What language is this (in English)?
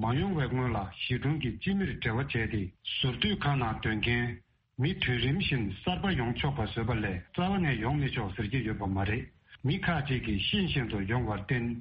Tibetan